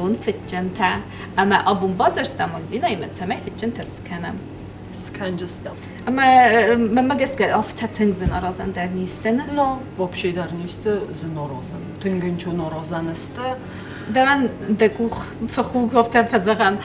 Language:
Ossetic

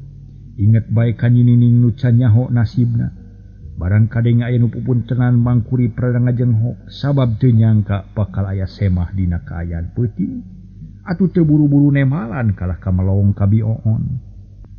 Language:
Sundanese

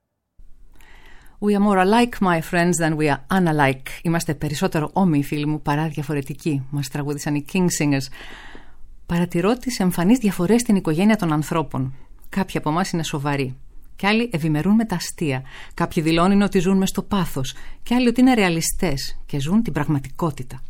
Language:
Greek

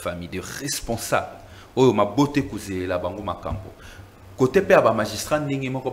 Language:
French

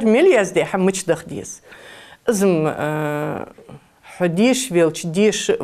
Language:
Ingush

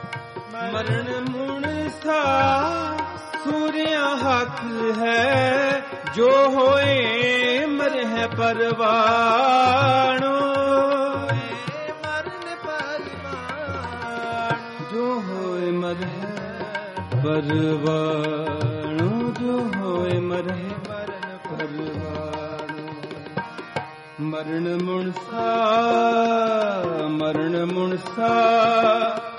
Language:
Punjabi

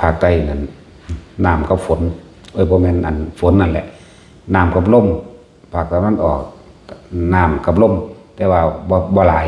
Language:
Northeastern Thai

